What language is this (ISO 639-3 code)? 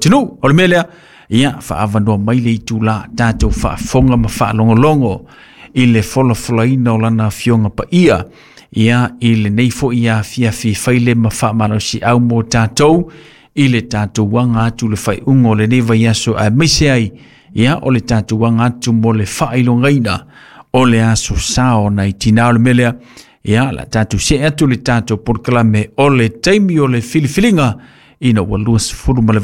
smo